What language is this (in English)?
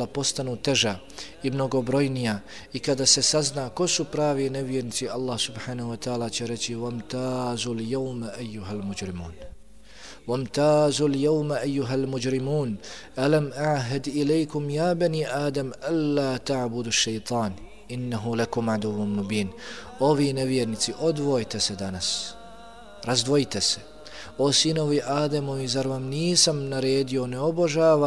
Bosnian